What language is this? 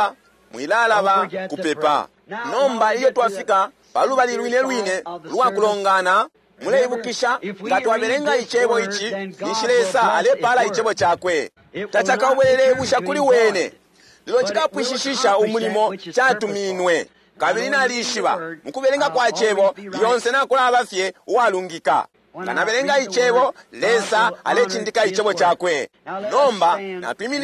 Bemba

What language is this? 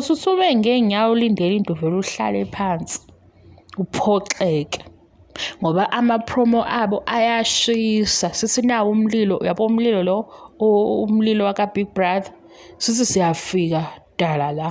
Zulu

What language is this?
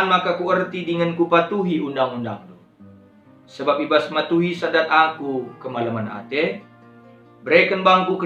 Batak Karo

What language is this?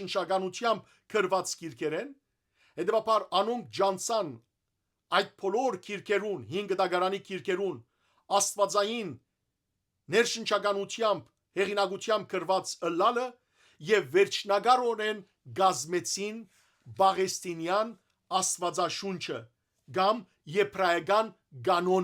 Western Armenian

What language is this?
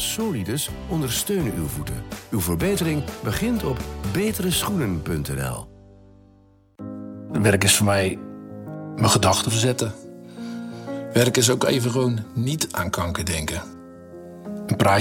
Dutch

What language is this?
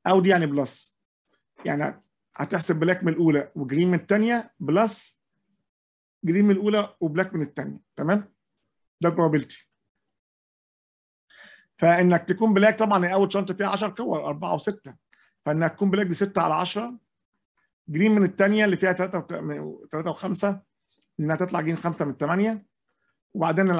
Egyptian Arabic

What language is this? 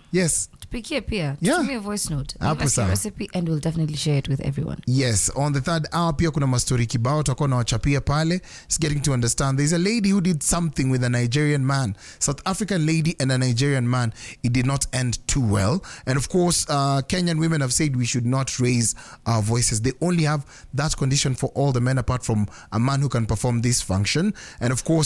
Swahili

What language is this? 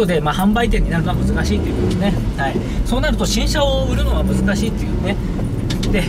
Japanese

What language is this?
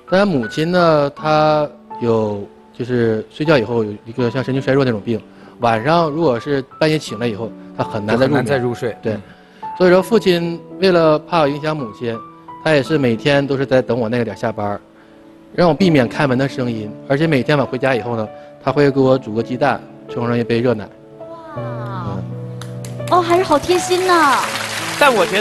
Chinese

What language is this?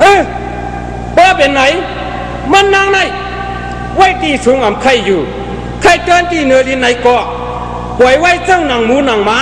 Shan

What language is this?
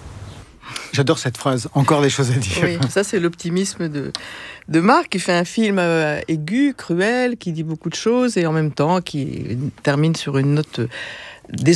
French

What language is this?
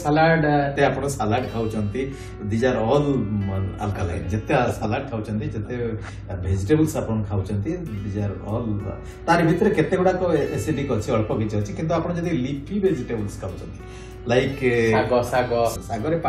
Odia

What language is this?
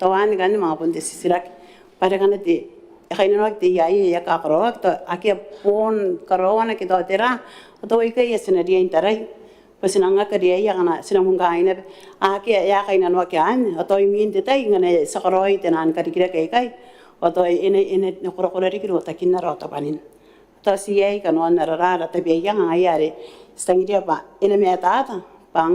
Gilbertese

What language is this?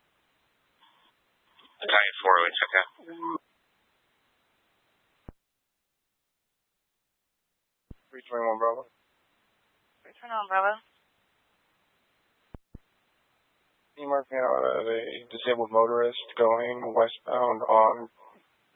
English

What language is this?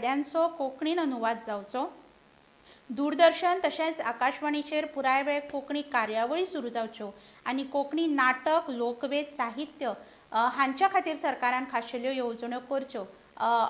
Konkani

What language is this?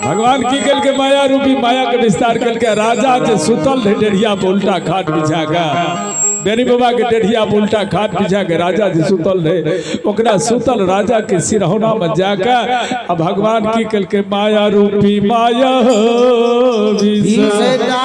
Maithili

